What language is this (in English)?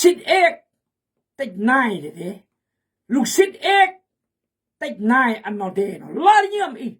Khmu